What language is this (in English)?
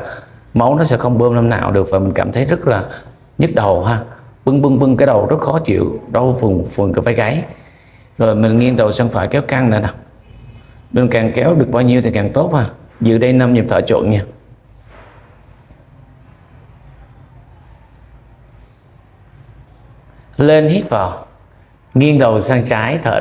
Vietnamese